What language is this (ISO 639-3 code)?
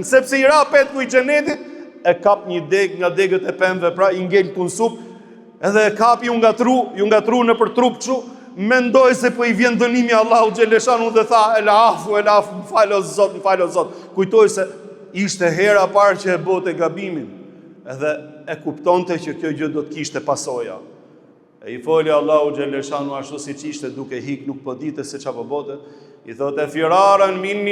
sqi